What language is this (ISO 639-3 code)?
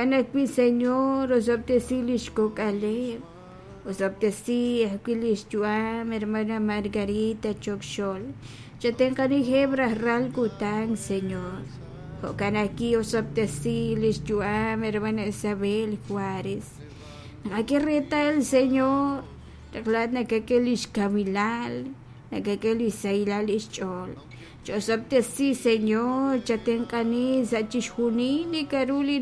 kek